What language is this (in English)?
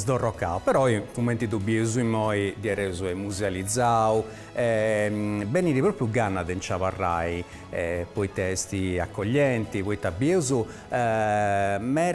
Sardinian